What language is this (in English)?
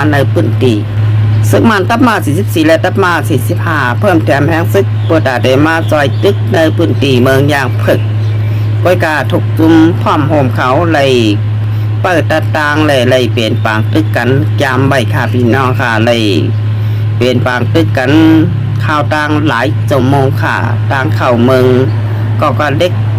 Shan